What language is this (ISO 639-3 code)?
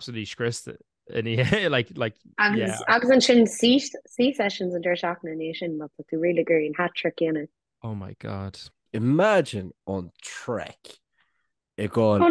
gle